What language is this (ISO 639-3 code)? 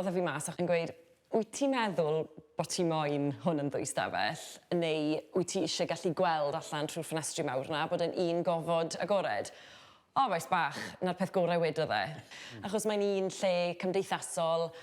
cym